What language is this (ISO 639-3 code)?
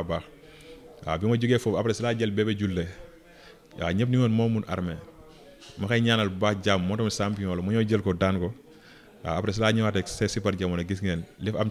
wol